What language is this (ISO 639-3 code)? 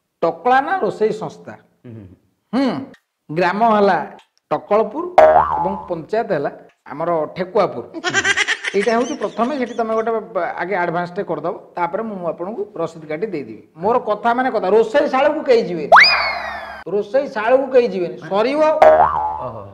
ori